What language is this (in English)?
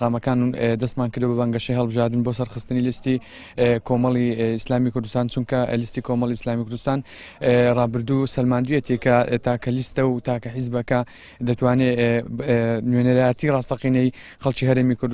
Central Kurdish